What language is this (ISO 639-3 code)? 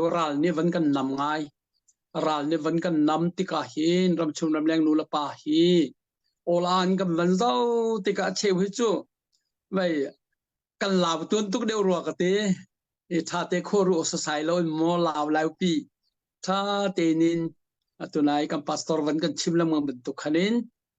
cnh